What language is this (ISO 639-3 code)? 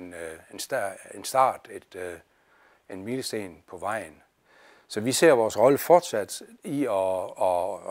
dan